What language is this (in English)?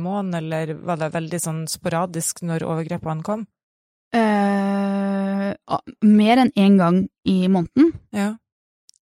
Norwegian